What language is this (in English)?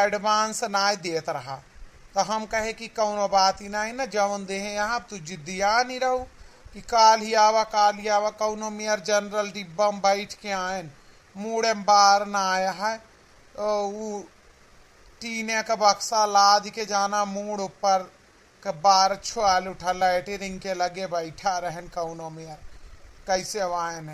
Awadhi